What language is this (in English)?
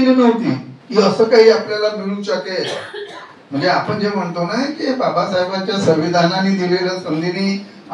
Marathi